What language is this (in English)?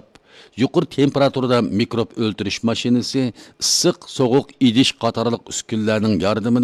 Uyghur